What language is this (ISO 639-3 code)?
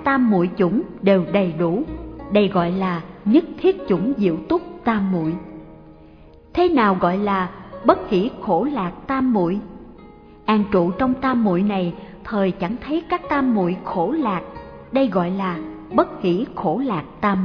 vie